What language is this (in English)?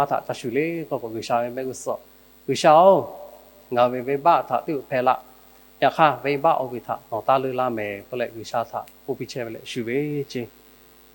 Lahu